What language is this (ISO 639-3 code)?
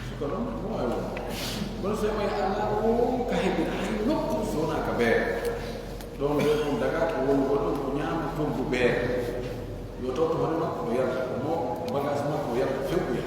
fuf